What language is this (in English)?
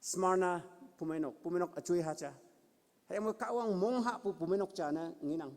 Konyak Naga